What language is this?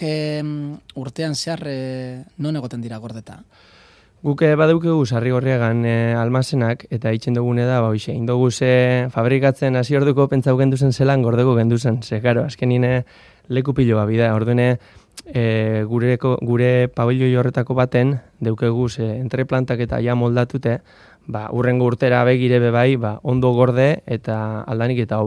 Basque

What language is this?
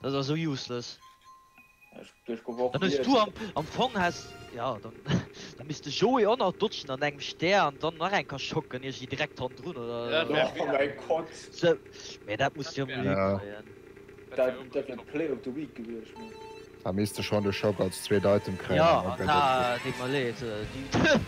Luxembourgish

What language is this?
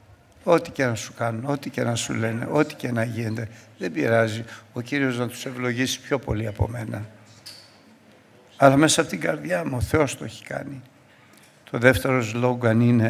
Greek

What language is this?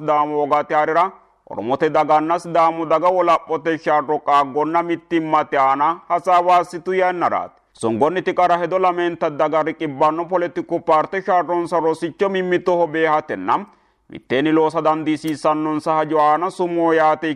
Sidamo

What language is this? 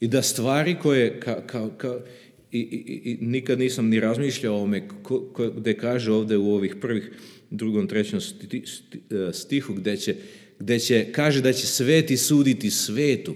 Serbian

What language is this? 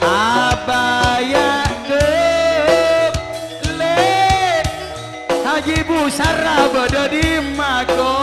Madurese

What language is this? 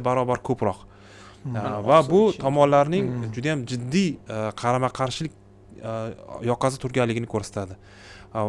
Uzbek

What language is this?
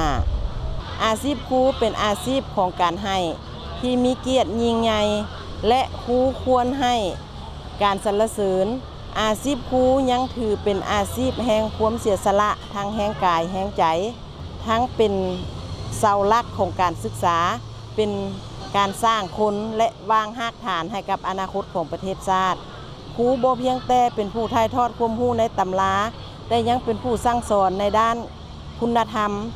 Lao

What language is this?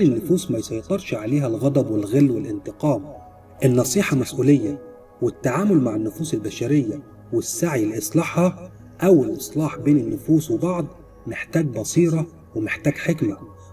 Egyptian Arabic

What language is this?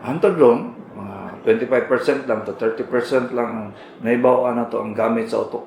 Cebuano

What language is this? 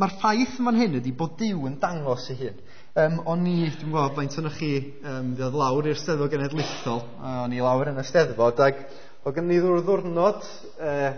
Welsh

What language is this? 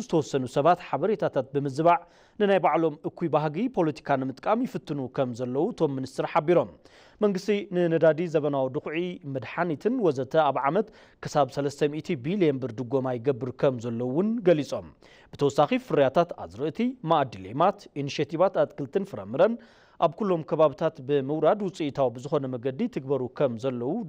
Tigrinya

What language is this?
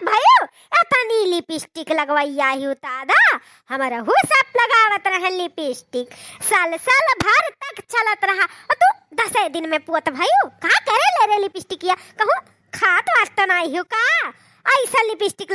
Awadhi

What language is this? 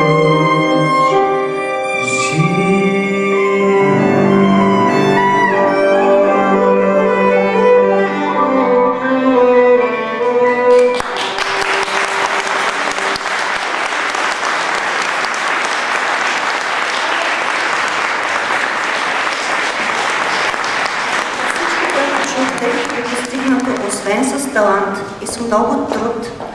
Bulgarian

